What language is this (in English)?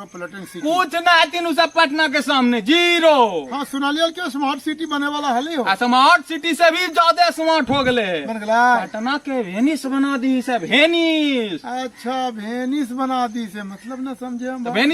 Magahi